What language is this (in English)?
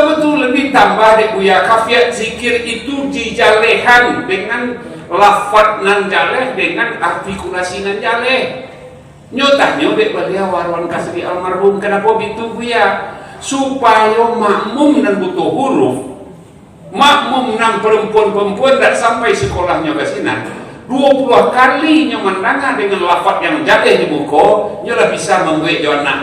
Minangkabau